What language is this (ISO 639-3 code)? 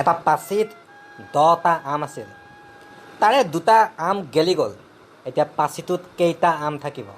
asm